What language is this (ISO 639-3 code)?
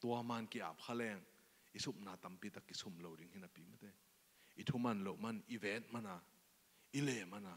ctd